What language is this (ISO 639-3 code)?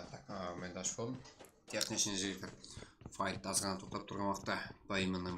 kaa